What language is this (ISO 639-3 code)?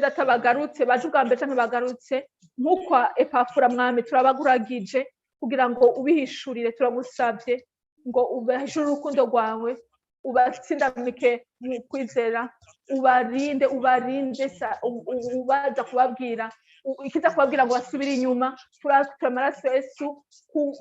run